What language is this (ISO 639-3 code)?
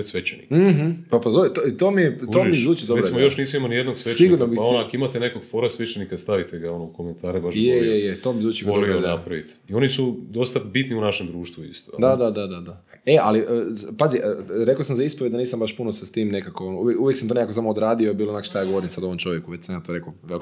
hrv